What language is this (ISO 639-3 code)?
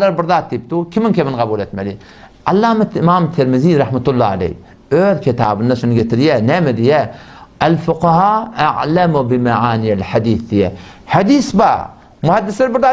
tuk